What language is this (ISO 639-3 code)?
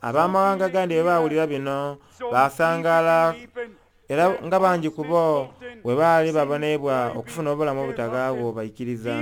xog